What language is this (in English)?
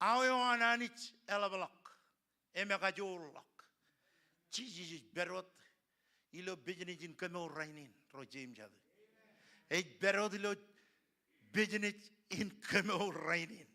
Marshallese